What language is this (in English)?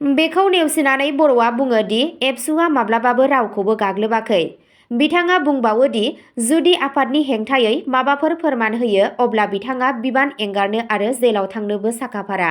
Bodo